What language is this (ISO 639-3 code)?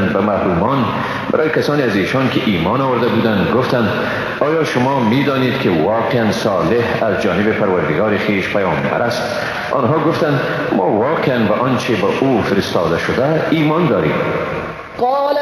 fas